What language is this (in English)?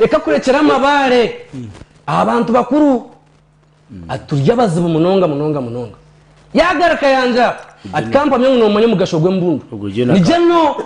Nyankole